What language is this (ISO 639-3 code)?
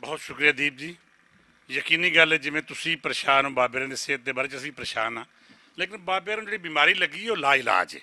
lah